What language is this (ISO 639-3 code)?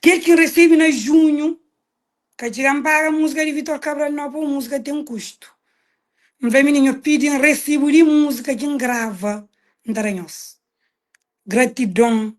kea